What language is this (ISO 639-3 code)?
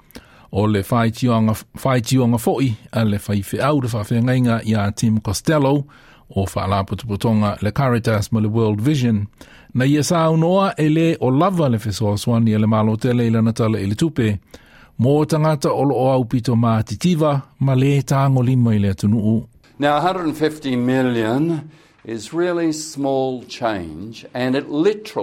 smo